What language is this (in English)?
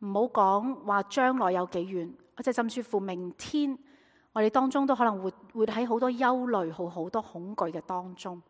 Cantonese